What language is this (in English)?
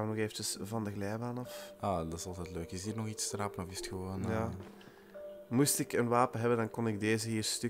Dutch